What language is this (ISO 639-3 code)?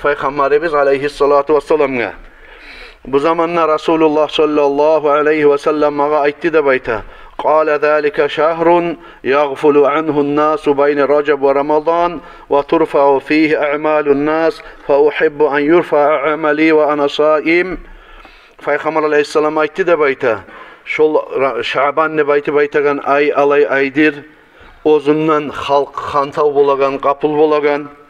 kum